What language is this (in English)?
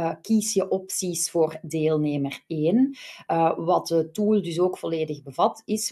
Dutch